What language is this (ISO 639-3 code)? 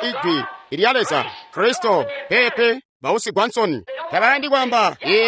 toi